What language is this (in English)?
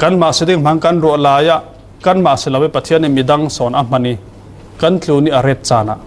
Falam Chin